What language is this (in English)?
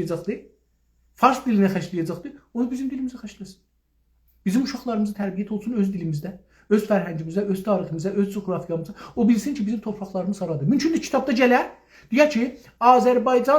South Azerbaijani